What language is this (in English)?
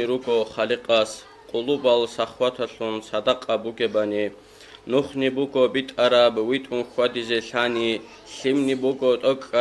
Avaric